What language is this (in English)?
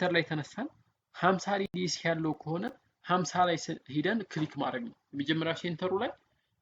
Amharic